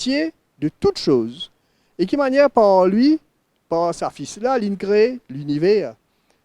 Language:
Morisyen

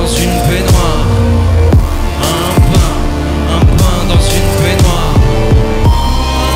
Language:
French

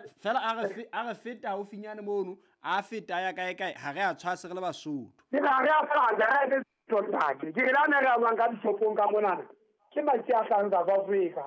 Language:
Southern Sotho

